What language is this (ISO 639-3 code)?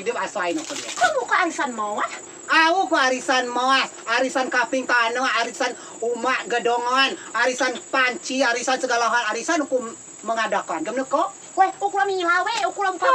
rej